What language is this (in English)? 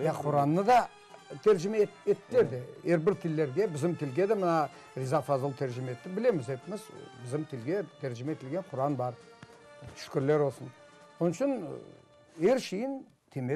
Crimean Tatar